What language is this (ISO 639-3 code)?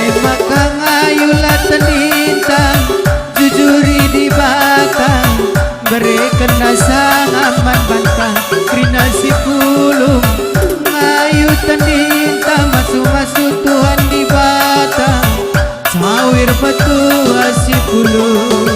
btx